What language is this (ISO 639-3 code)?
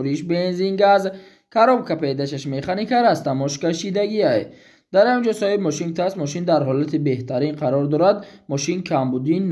tgk